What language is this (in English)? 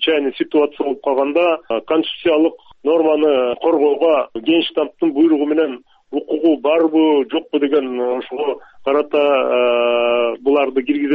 Kyrgyz